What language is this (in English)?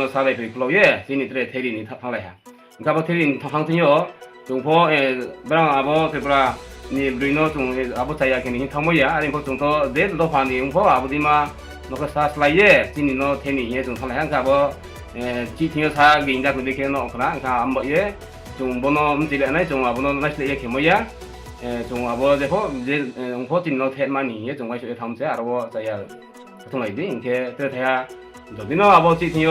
Riang (India)